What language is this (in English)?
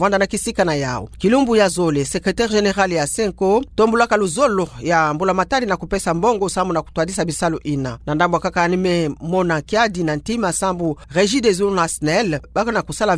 Kituba (Democratic Republic of Congo)